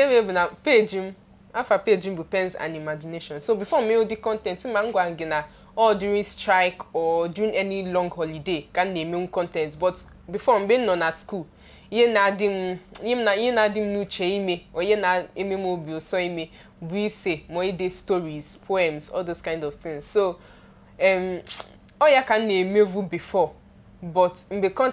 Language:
Igbo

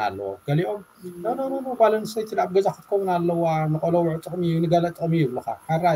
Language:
Tigrinya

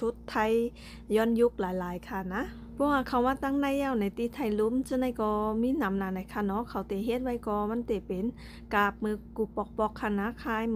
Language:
Shan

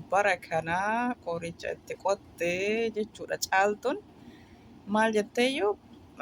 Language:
Oromo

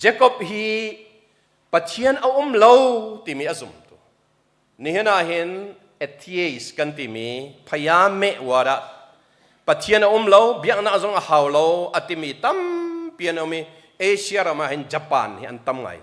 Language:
Hakha Chin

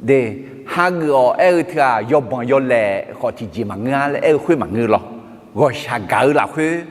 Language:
Akha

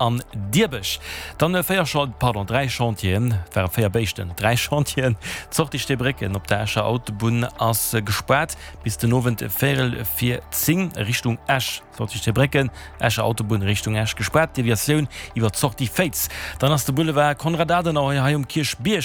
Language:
Luxembourgish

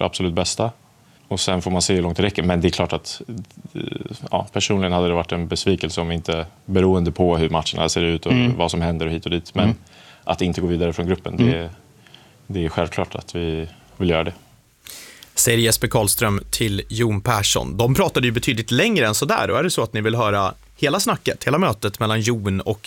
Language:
Swedish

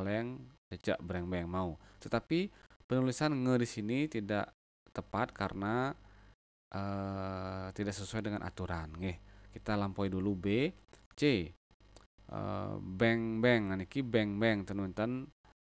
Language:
Balinese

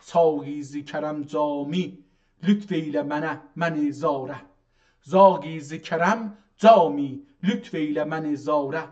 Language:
South Azerbaijani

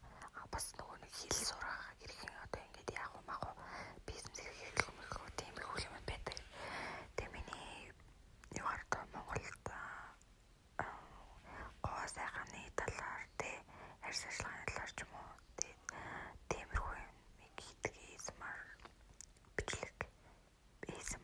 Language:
Mongolian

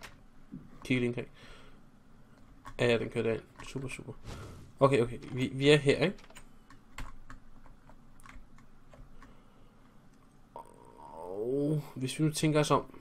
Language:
Danish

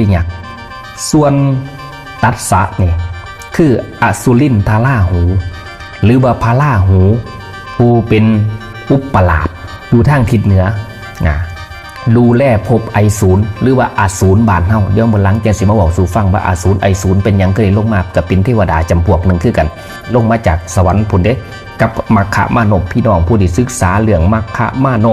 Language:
Northeastern Thai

